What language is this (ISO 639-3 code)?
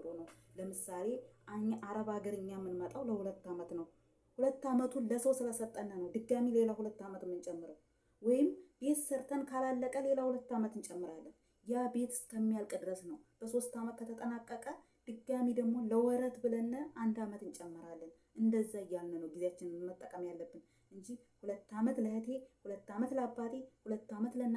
amh